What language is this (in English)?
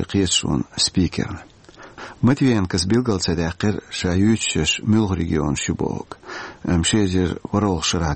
Chechen